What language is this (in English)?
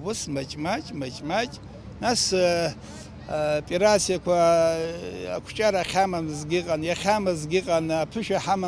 Abkhazian